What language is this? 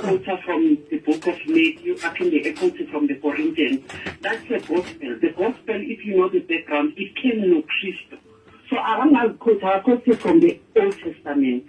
Zulu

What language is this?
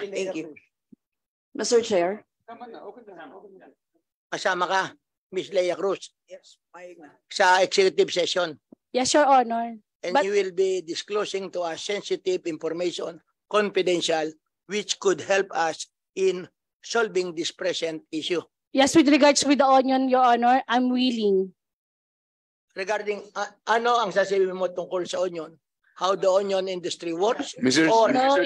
Filipino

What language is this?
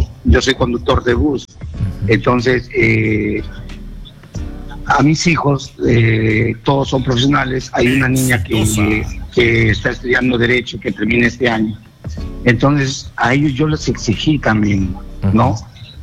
Spanish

